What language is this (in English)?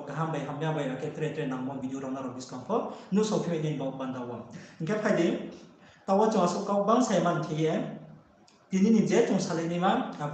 Riang (India)